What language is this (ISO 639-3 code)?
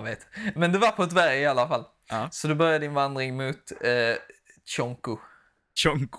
swe